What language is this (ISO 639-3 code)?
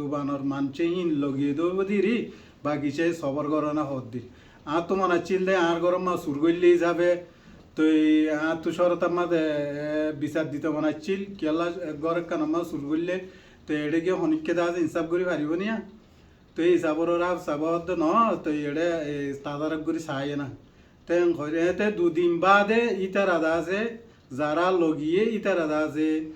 rhg